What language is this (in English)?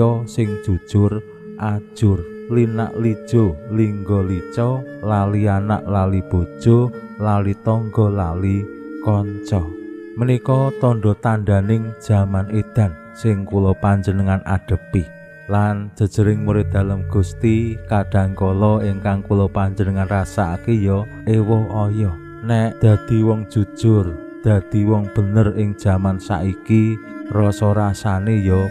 Javanese